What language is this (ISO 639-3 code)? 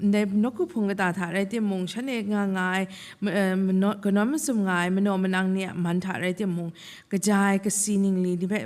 kac